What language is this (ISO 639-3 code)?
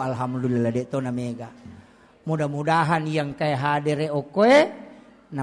bug